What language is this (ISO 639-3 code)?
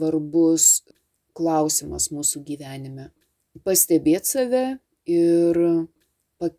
lit